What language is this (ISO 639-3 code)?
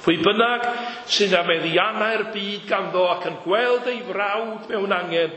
cym